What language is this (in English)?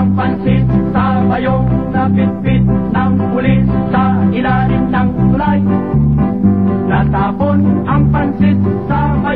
Filipino